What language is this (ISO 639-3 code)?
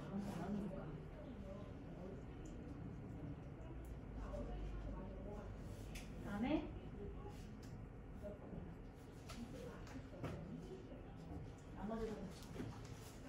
kor